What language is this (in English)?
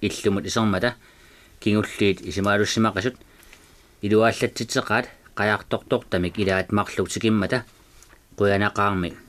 Kalaallisut